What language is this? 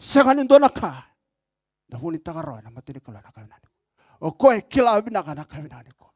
Fijian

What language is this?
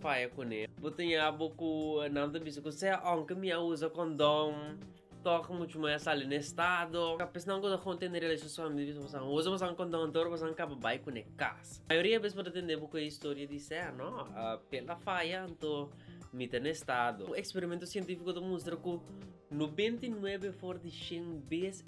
Papiamento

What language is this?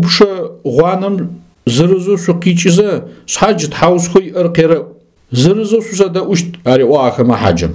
Adyghe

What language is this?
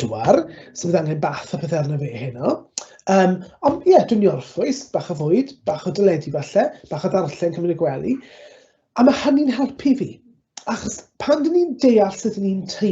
Welsh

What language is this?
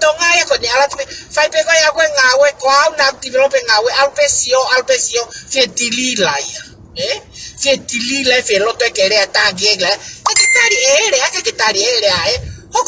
Tongan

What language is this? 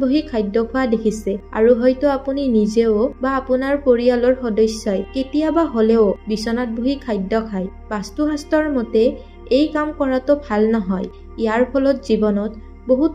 Assamese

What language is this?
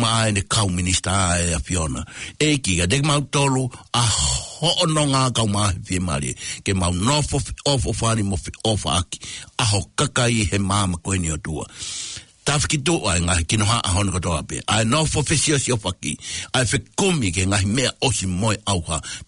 Tongan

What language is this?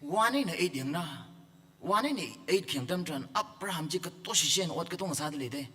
Tangkhul Naga (India)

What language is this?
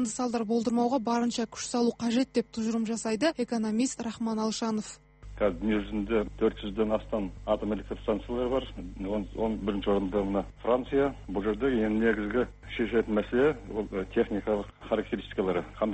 Kazakh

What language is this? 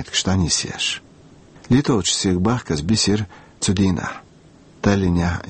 Chechen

